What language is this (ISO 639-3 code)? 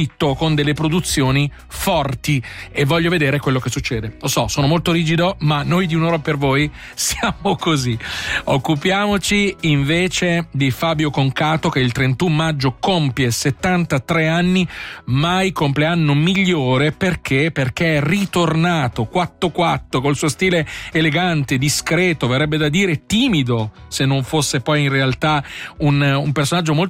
ita